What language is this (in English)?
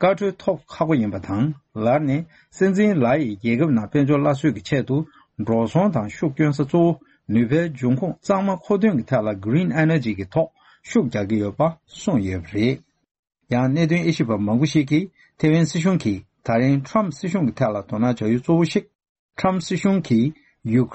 Tibetan